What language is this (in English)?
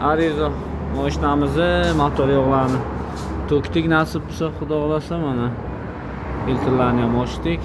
Uzbek